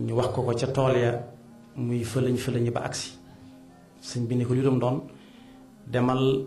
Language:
Wolof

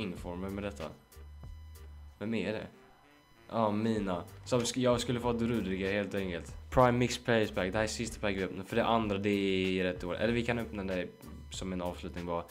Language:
Swedish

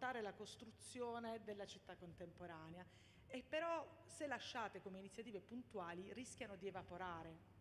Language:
Italian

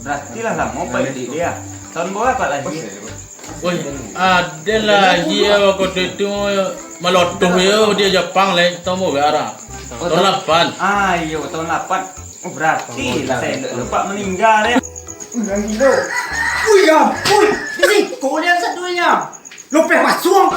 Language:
Minangkabau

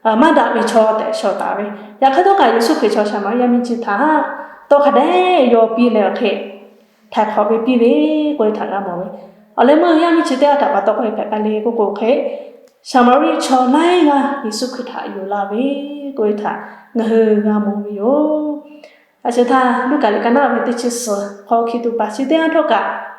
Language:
Lahu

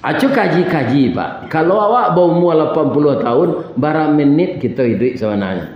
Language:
Minangkabau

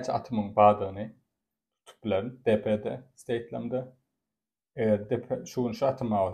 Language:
Turkmen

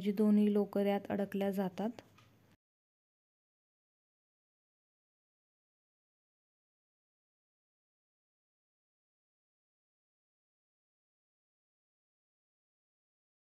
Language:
Marathi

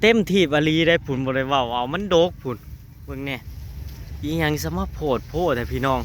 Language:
Northeastern Thai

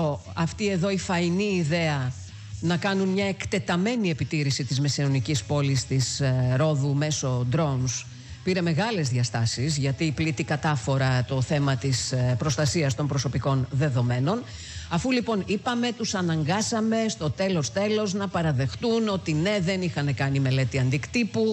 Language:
Greek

